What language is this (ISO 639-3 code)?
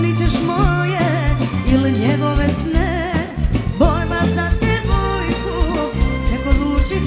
srp